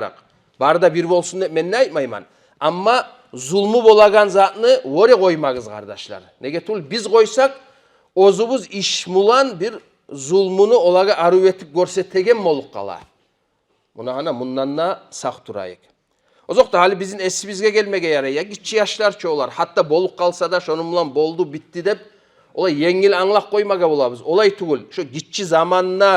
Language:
Kumyk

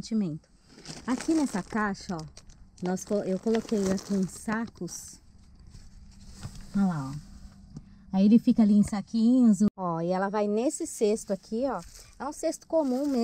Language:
Portuguese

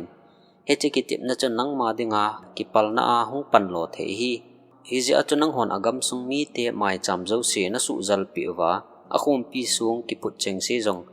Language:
Thado Chin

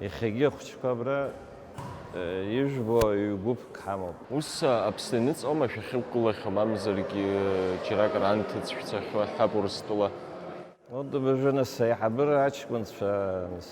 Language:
Abkhazian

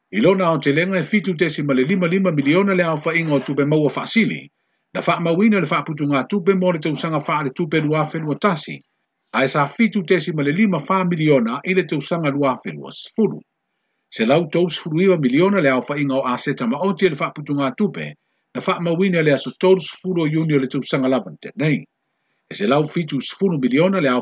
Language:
Samoan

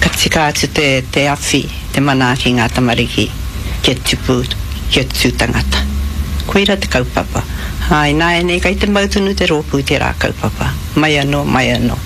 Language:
Māori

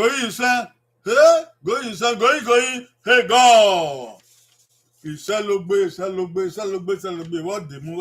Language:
Bini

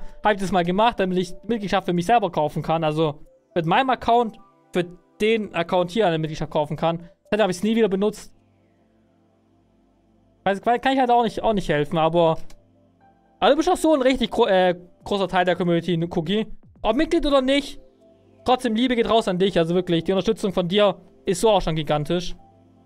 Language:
German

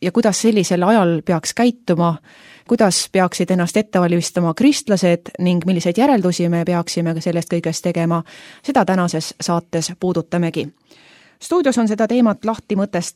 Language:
Estonian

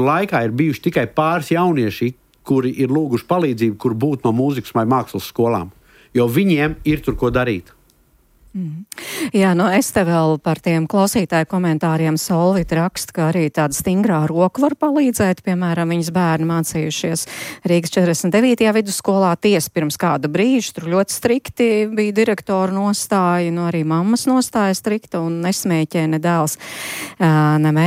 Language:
Latvian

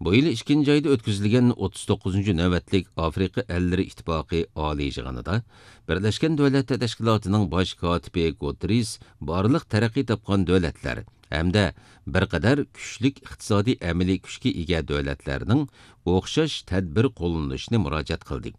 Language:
Uyghur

